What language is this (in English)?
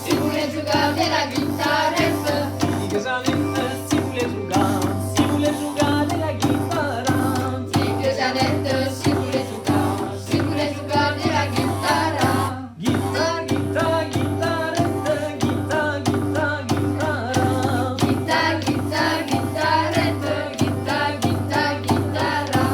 Occitan